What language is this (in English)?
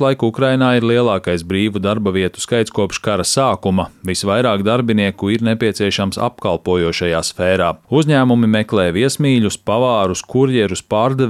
Latvian